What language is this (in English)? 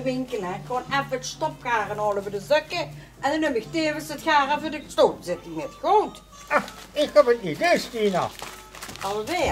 Limburgish